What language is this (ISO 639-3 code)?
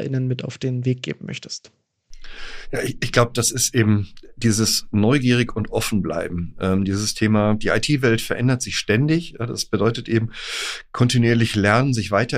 deu